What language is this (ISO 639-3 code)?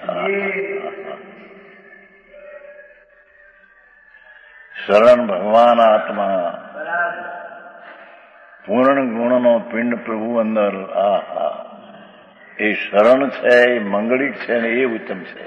guj